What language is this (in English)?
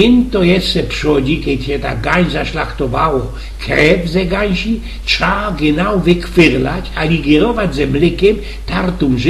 Silesian